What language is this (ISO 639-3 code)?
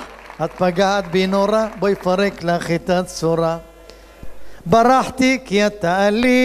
heb